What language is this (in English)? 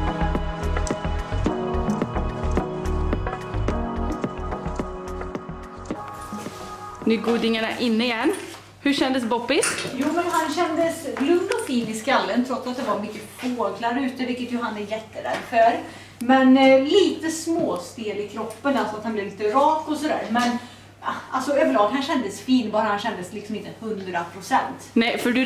Swedish